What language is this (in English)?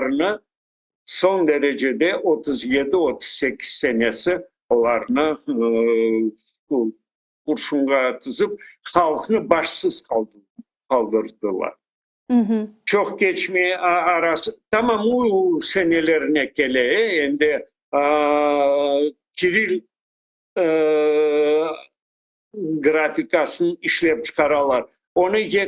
Crimean Tatar